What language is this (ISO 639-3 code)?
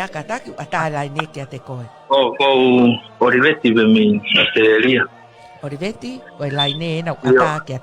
ton